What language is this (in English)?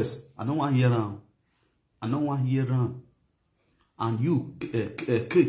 Nigerian Pidgin